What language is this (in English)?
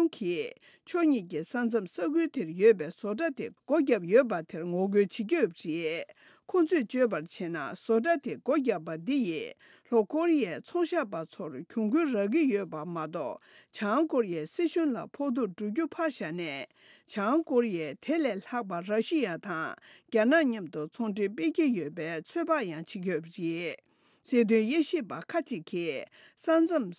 Tibetan